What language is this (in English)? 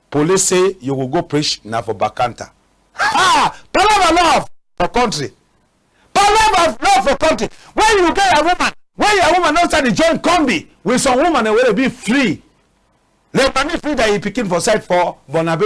Cameroon Pidgin